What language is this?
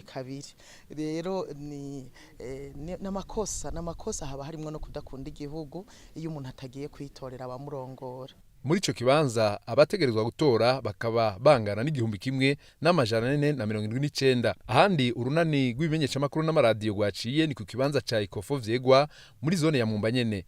Rundi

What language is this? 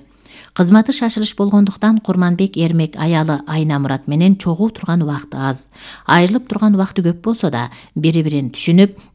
Kyrgyz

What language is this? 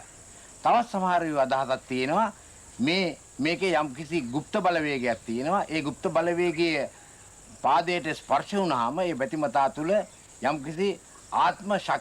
Sinhala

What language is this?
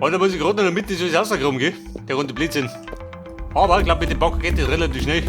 Bavarian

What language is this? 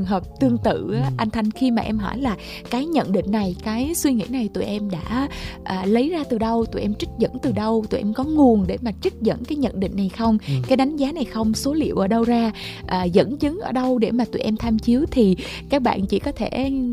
Vietnamese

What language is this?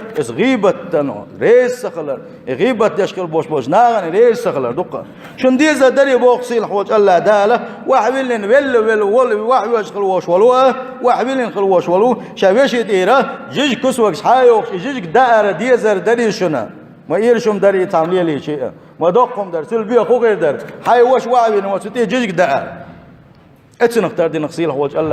Chechen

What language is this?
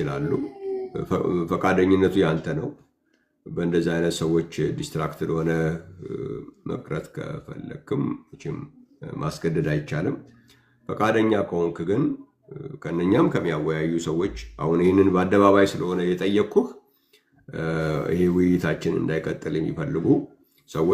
Amharic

